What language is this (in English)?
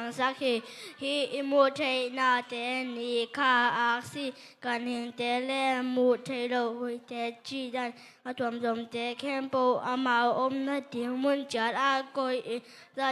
Tedim Chin